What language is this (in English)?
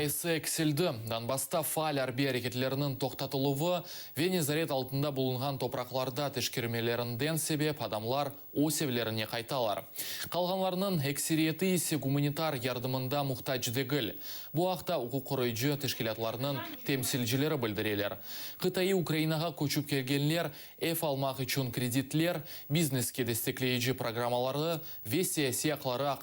Crimean Tatar